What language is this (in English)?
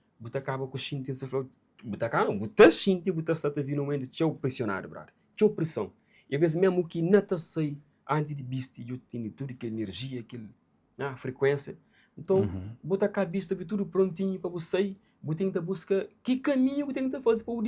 Kabuverdianu